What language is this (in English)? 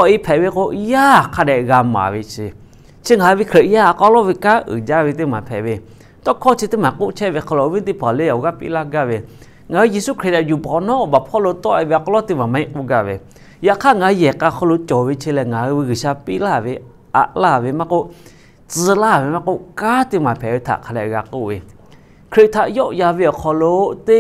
Lahu